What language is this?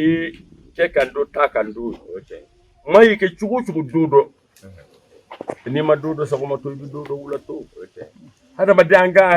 Bambara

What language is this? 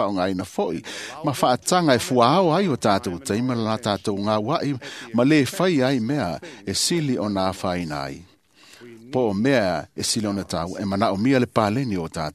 Samoan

